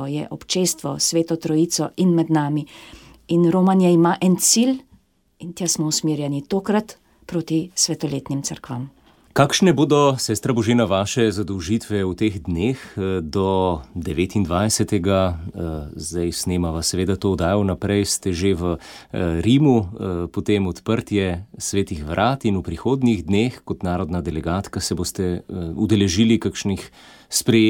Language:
Slovenian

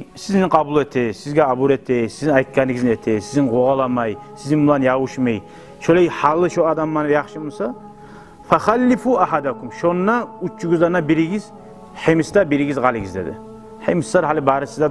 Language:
Kumyk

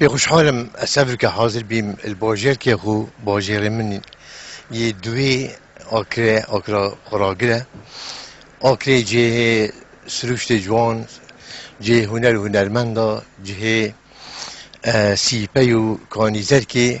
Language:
Kurdish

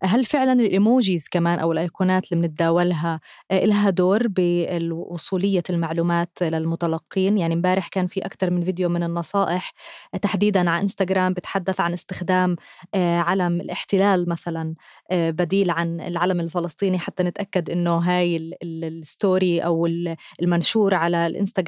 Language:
North Levantine Arabic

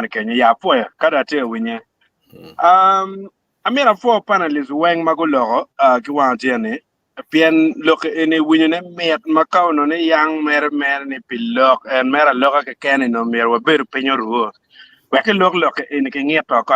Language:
Acoli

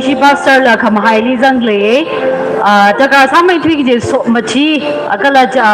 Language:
Tangkhul Naga (India)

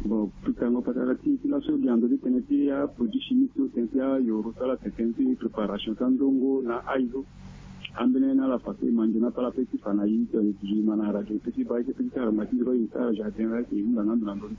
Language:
Sango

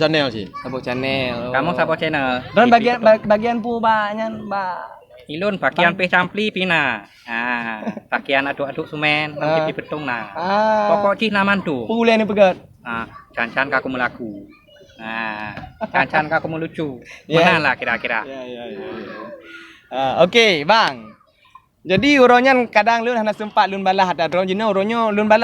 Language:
Achinese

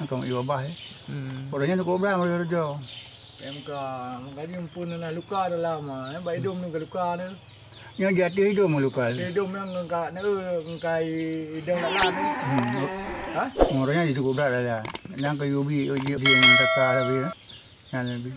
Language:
Achinese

